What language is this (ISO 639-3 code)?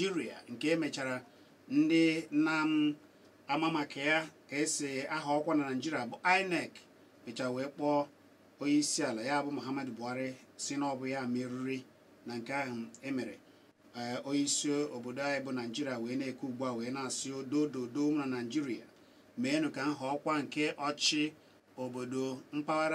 ibo